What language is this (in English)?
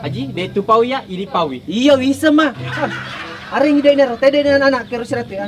Buginese